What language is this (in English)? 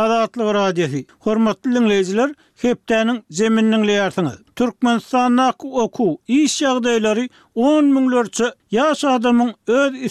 Turkmen